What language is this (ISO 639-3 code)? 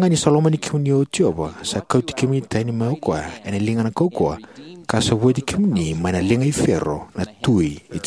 fij